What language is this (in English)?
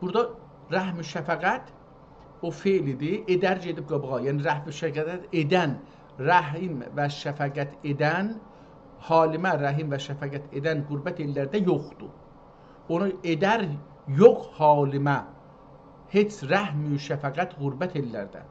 South Azerbaijani